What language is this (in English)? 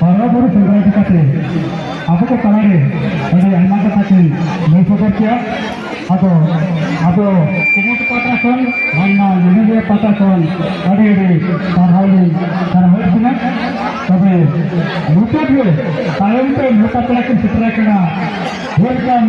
Santali